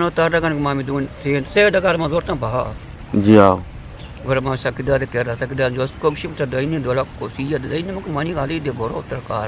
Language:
Eastern Balochi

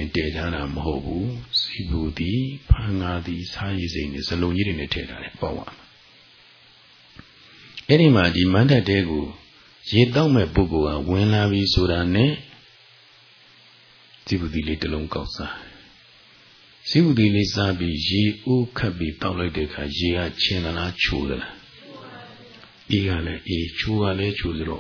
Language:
Burmese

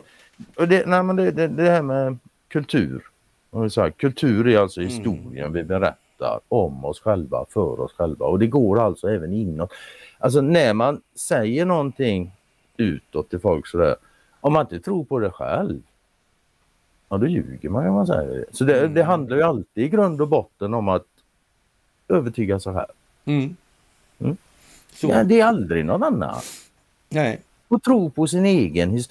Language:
Swedish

